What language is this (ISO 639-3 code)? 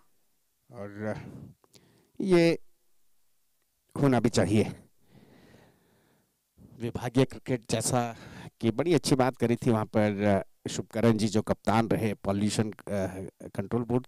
hin